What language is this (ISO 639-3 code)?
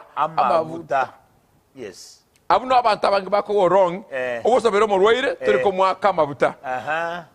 guz